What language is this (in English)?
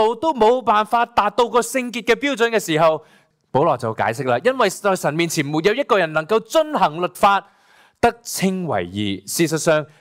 Cantonese